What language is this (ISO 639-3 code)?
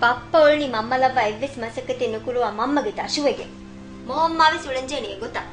div